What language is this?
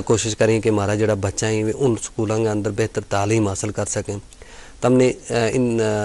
Gujari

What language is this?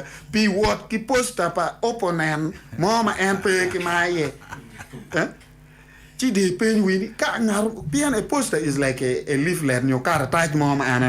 Acoli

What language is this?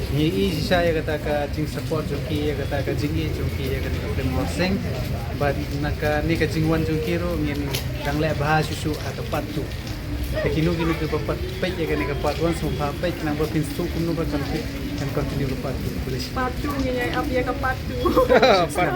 Khasi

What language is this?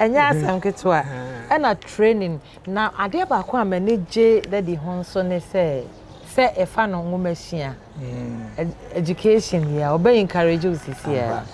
Akan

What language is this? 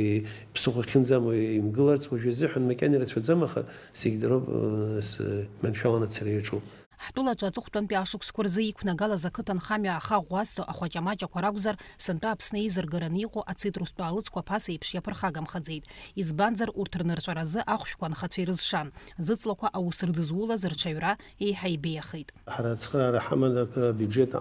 Abkhazian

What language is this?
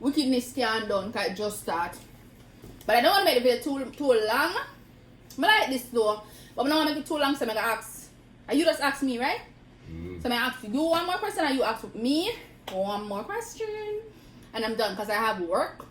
Jamaican Creole English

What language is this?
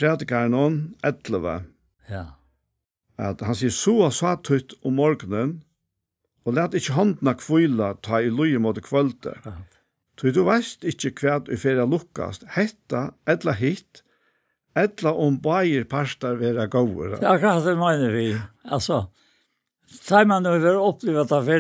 Faroese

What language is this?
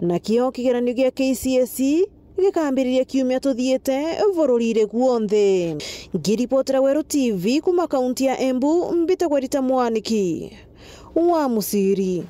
Meru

